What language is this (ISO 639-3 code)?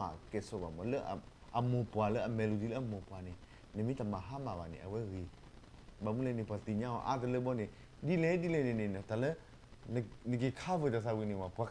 ksw